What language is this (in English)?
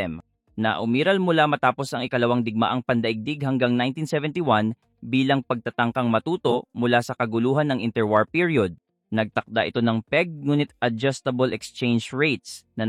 Filipino